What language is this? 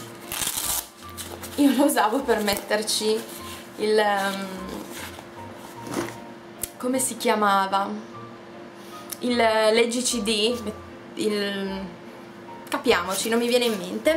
Italian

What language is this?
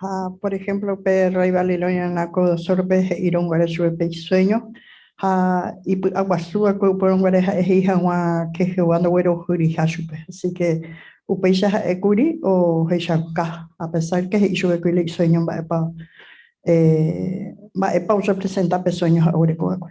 Guarani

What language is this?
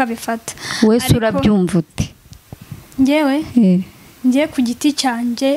Kinyarwanda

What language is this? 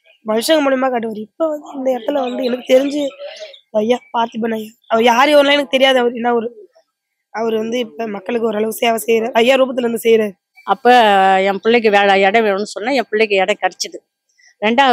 Tamil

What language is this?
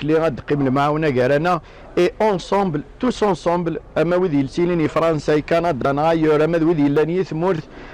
Kabyle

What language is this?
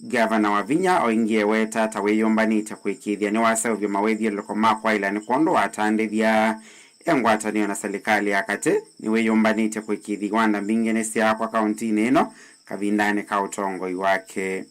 Kamba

